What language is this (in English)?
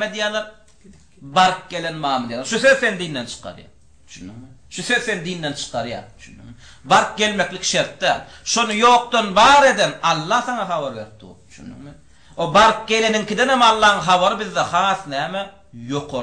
Turkmen